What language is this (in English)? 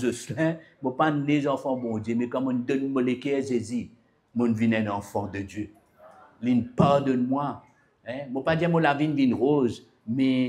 Morisyen